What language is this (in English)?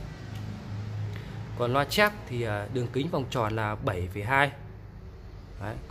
Vietnamese